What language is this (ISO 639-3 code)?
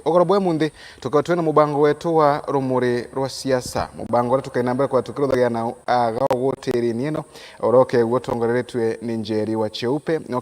mer